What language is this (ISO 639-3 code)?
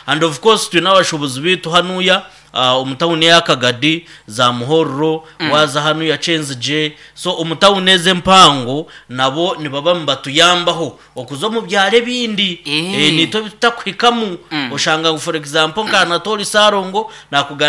nyn